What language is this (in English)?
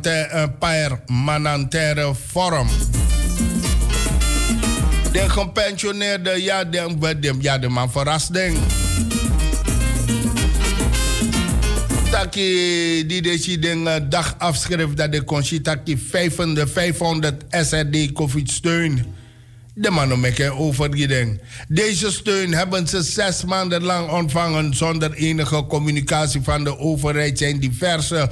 Dutch